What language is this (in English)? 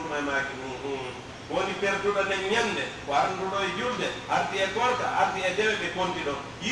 Pular